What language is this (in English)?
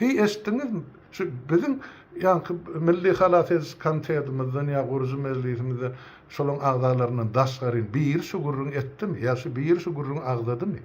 Turkmen